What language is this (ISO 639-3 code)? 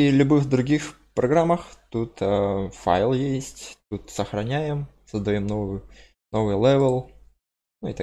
rus